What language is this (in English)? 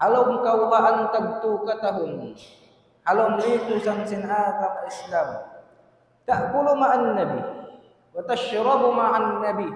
Tausug